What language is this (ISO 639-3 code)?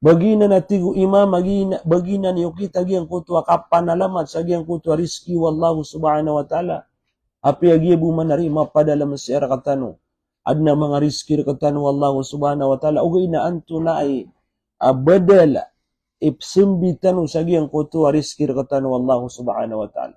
mrw